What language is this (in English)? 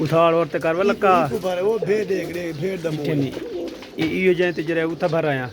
Saraiki